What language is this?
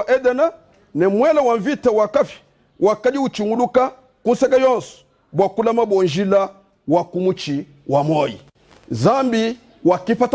Luba-Lulua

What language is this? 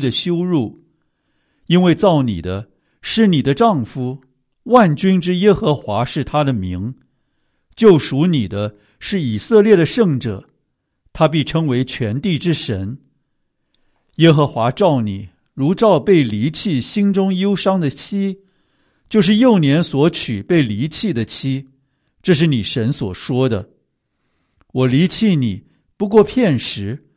Chinese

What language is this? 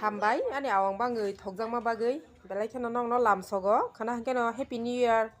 Kok Borok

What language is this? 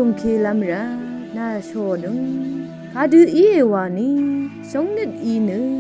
Rawang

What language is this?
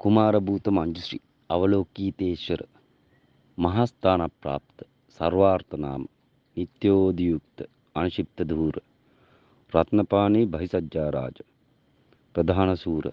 Sinhala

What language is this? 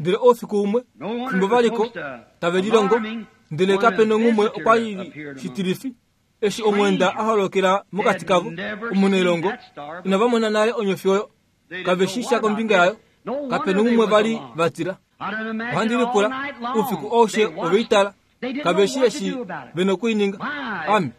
Kuanyama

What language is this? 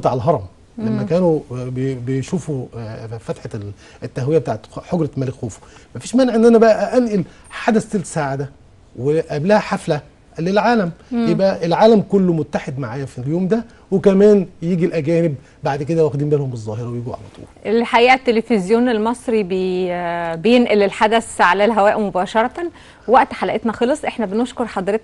Egyptian Arabic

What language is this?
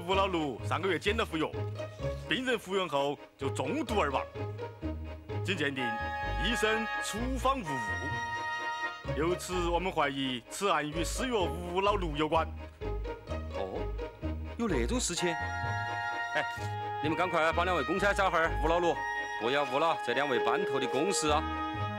Chinese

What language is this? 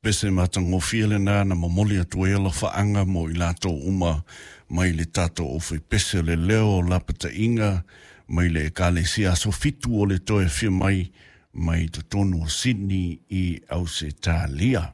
Samoan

